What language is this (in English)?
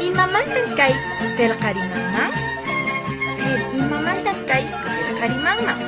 Quechua